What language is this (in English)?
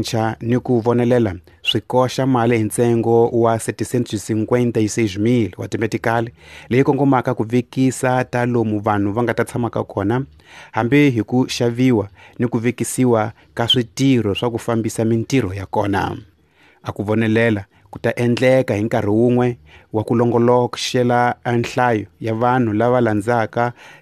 Tsonga